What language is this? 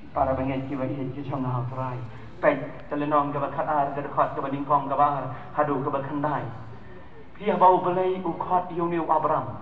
Khasi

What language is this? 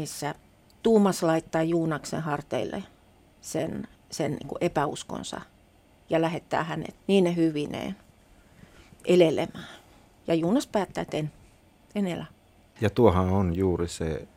Finnish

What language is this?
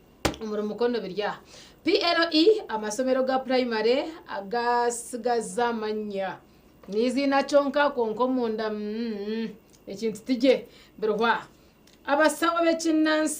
Nyankole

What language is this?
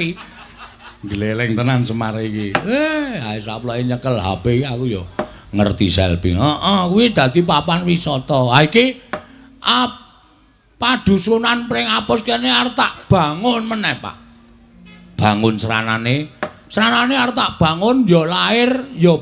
Javanese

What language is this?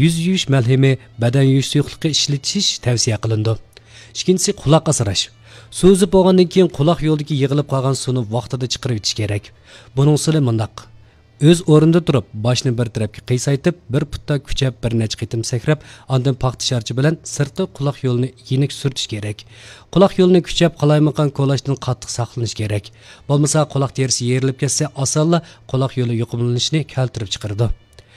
Uyghur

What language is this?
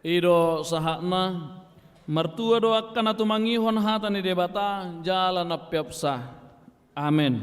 Batak Toba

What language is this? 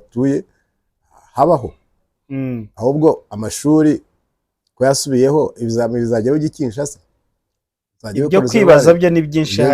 Kinyarwanda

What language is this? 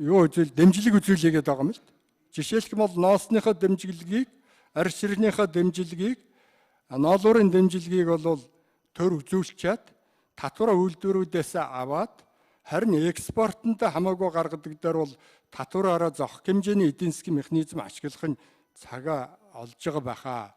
Mongolian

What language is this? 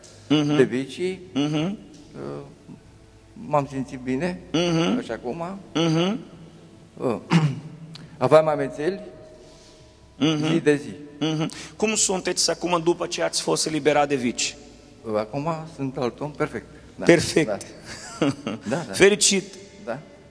Romanian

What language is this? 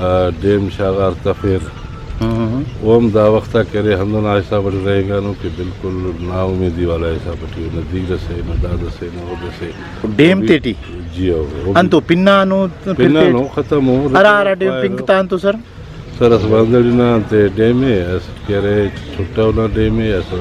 Brahui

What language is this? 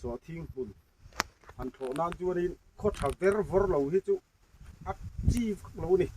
Mizo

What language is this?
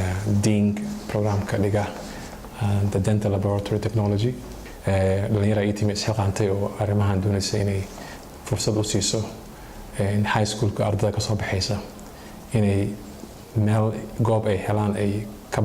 Somali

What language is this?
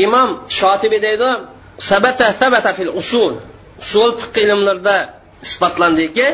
Uyghur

